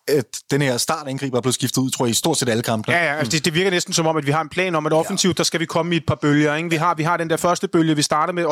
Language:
Danish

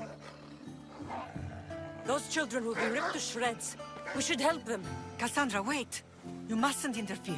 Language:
English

